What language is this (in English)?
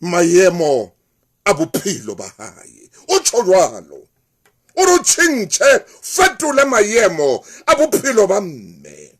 Southern Sotho